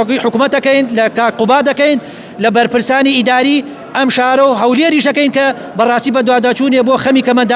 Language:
Central Kurdish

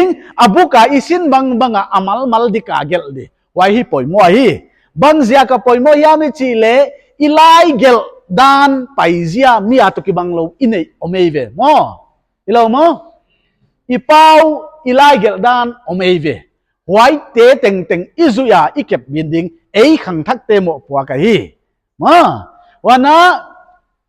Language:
Paite Chin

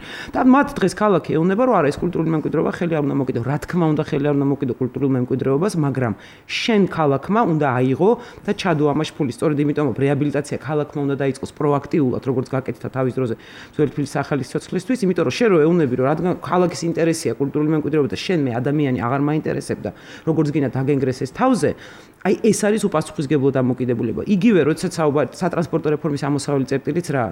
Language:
Georgian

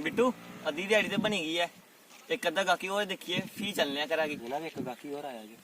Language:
Dogri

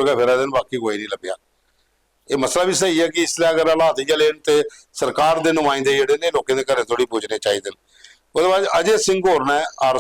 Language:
Dogri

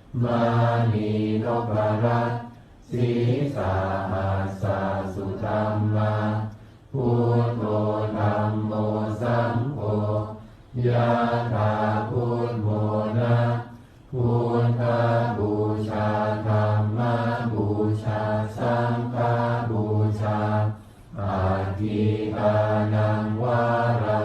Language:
Pali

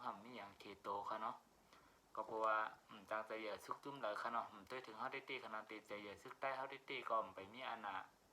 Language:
Shan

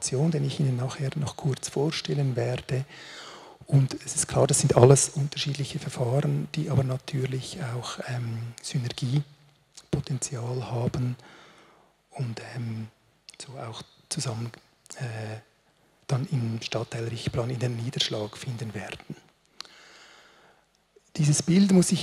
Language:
German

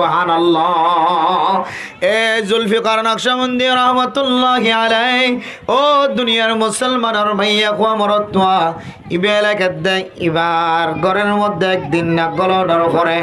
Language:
Rohingya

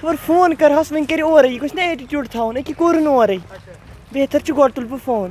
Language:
Kashmiri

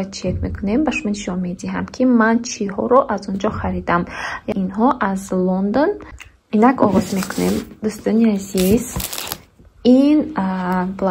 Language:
Tajik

